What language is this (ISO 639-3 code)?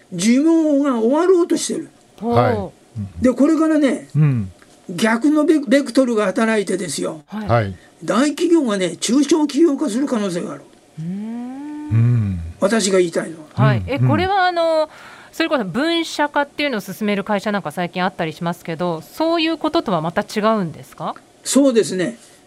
jpn